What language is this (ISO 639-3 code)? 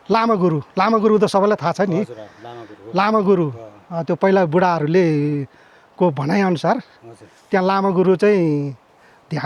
nep